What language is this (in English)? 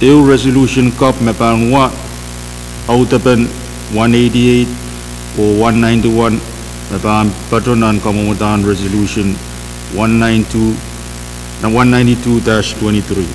Pohnpeian